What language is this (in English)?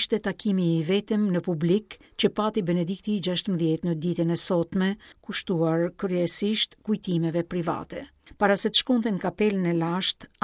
Albanian